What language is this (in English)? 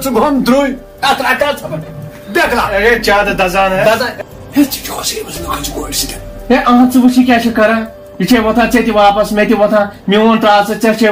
Kashmiri